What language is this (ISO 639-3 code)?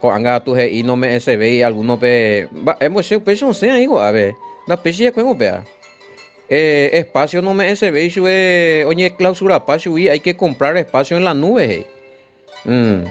grn